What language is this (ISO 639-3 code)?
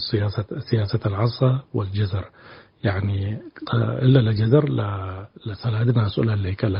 tig